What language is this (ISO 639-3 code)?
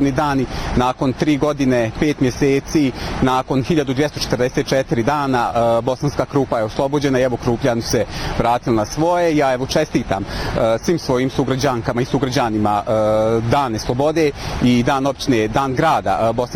bos